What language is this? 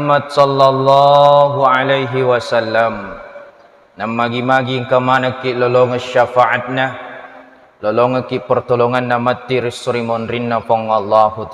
Buginese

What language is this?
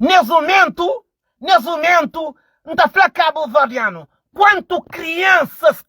Kabuverdianu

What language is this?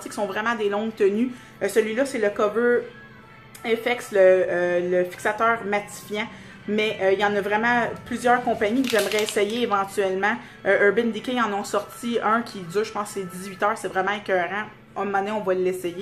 French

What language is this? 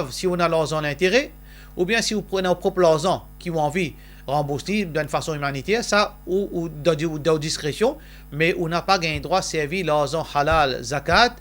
Morisyen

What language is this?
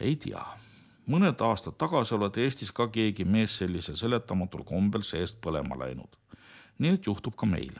Estonian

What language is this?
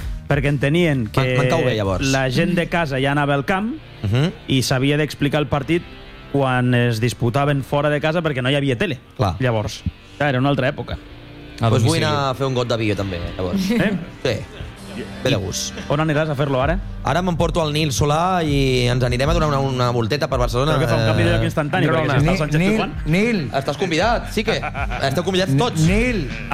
Catalan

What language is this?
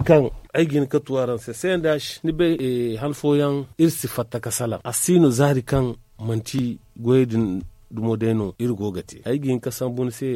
Zarma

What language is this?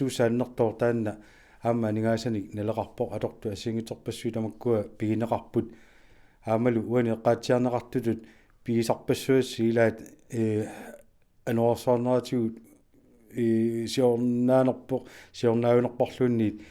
Kalaallisut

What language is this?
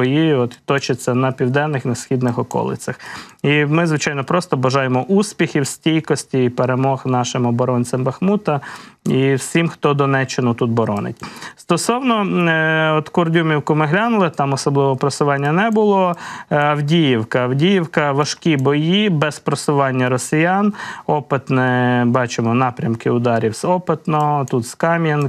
Ukrainian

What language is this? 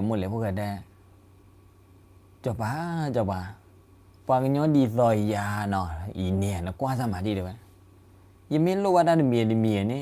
S'gaw Karen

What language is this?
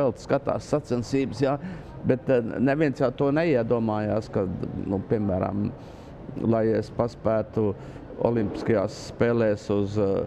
Latvian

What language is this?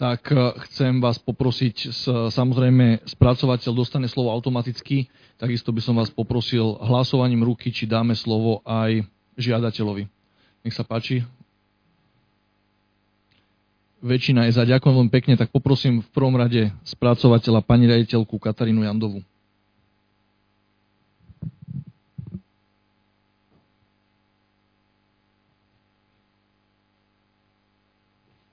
Slovak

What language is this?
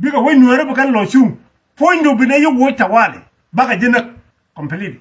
Nuer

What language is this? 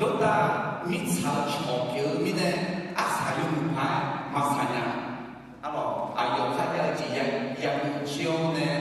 Akha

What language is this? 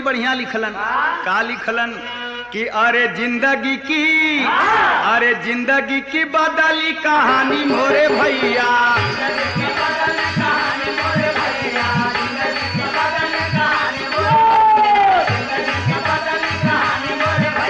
Bhojpuri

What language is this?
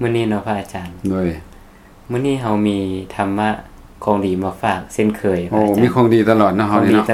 Lao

